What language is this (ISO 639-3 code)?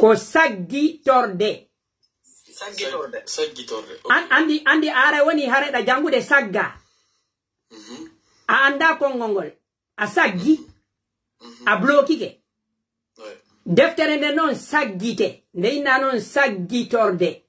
fuf